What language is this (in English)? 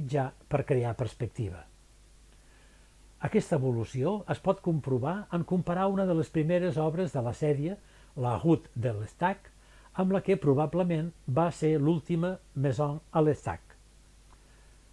Catalan